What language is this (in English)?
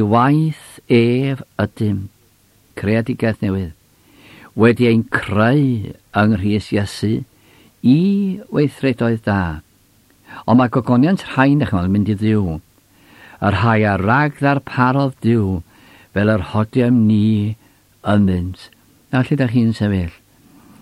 Welsh